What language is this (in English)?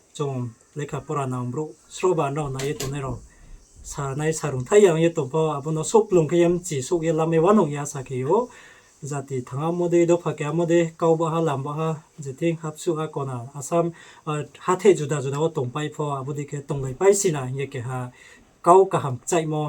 Riang (India)